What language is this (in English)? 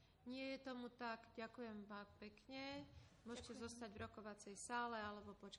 Slovak